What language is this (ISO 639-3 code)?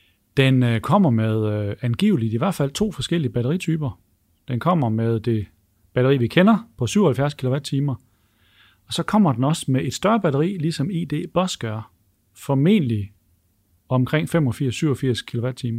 dan